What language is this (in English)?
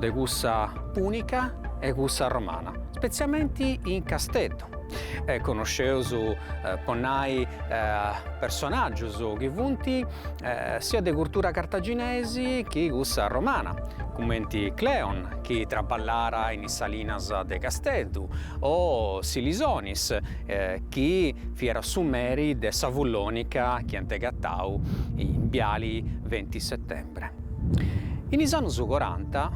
Sardinian